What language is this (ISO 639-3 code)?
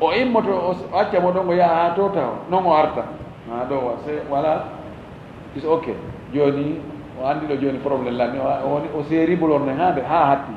ful